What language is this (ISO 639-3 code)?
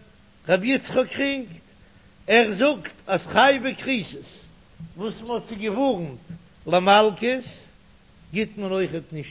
yid